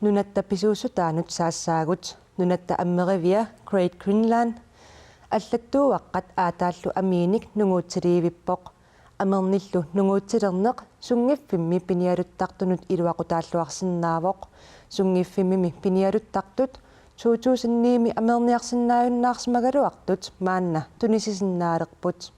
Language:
Kalaallisut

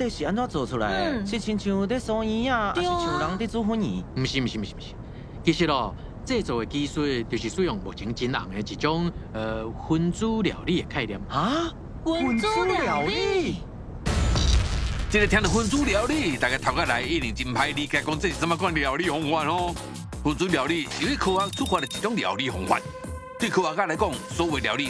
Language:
Min Nan Chinese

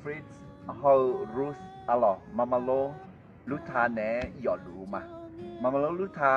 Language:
Akha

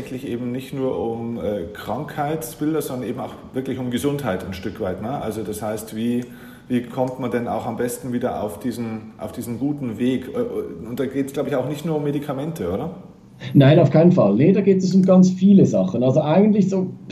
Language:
German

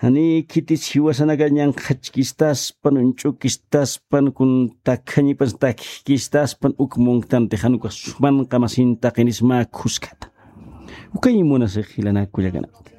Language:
Aymara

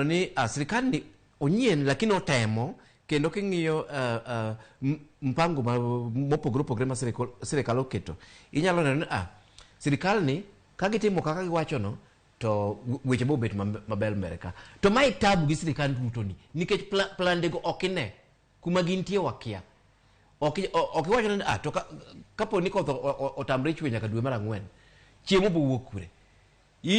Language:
Luo (Kenya and Tanzania)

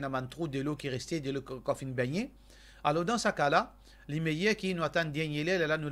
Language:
Morisyen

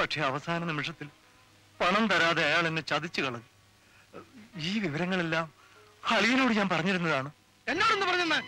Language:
Malayalam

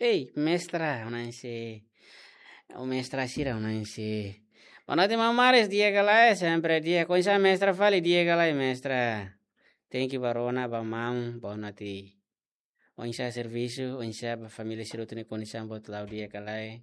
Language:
Tetum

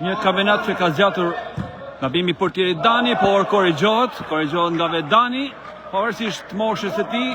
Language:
Albanian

